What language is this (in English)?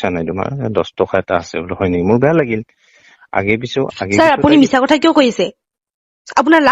Assamese